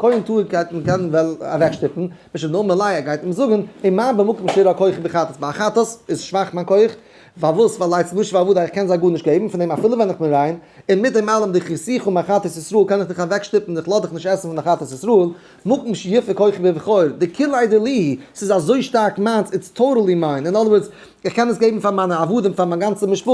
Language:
Yiddish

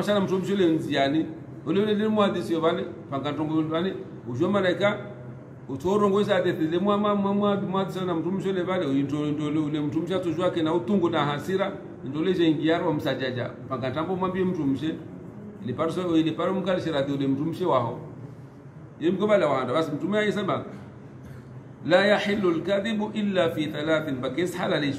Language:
Swahili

